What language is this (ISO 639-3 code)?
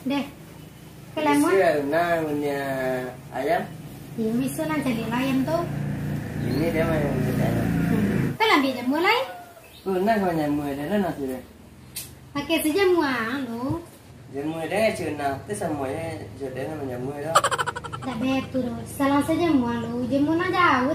min